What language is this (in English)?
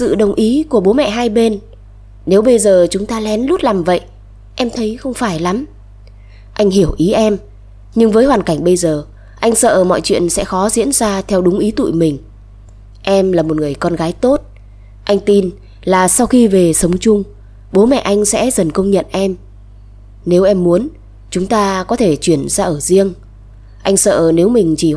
Vietnamese